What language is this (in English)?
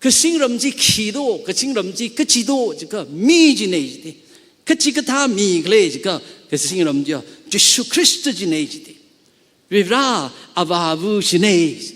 Tangkhul Naga (India)